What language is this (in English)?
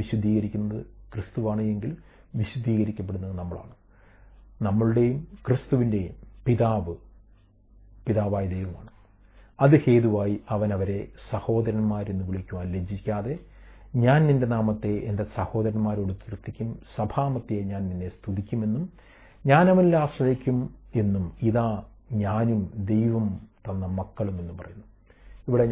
Malayalam